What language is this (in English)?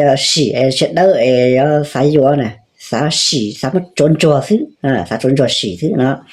Hmong